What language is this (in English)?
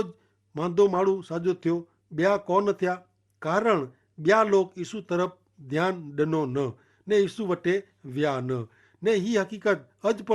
Kachhi